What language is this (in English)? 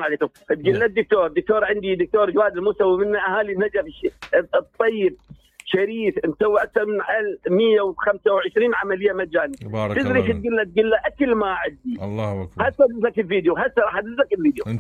Mesopotamian Arabic